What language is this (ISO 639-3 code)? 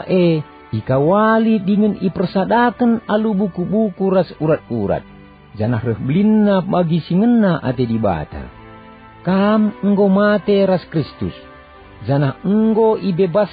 btx